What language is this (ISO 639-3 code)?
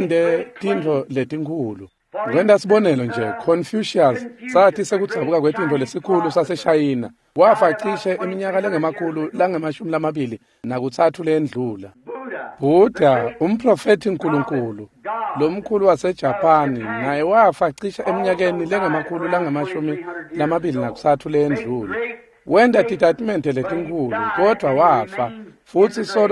ssw